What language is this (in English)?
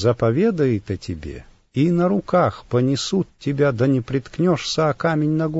Russian